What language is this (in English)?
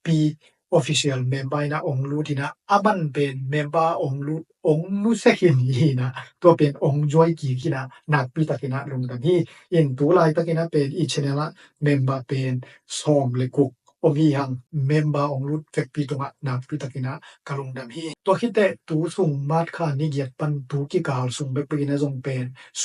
Tedim Chin